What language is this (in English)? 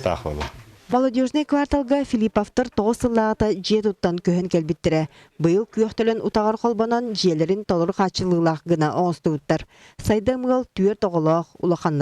Yakut